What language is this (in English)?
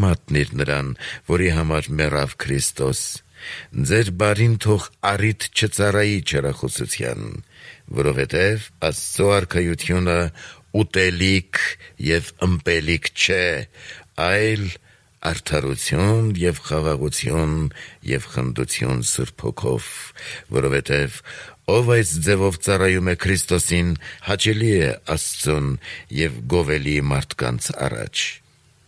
Armenian